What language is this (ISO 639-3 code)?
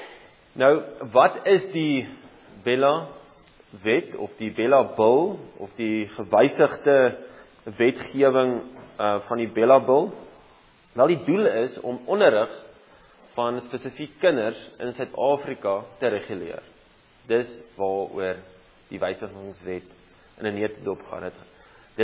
afr